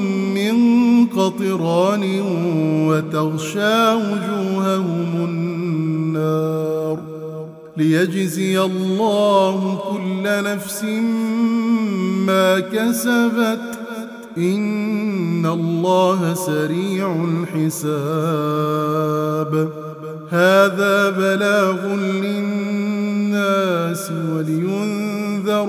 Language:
Arabic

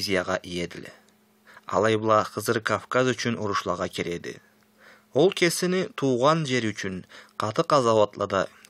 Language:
Karachay-Balkar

